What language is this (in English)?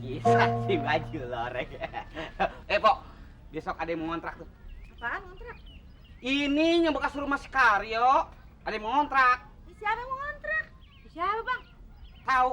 Betawi